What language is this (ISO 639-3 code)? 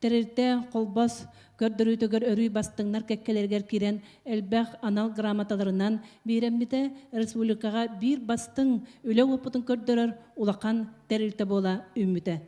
sah